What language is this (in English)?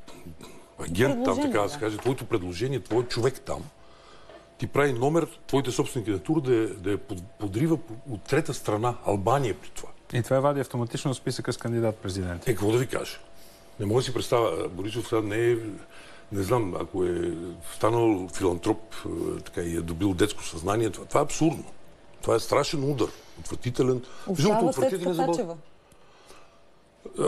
Bulgarian